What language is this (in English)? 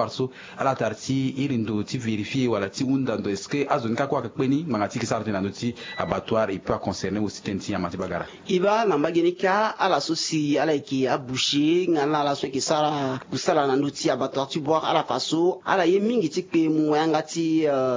Sango